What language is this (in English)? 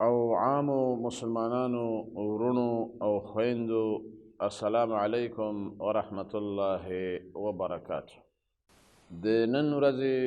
Pashto